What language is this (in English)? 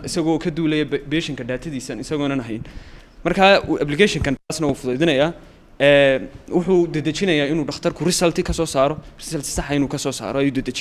Somali